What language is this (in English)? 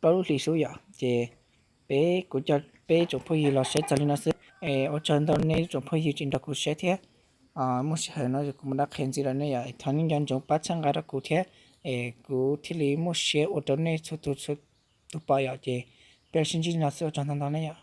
Hmong